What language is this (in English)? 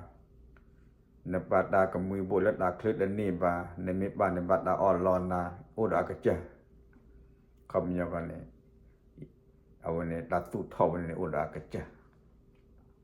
S'gaw Karen